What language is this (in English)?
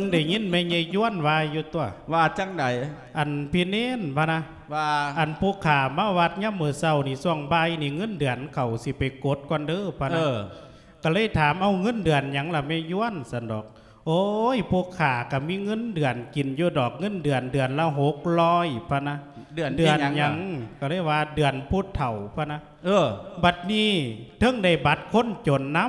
Lao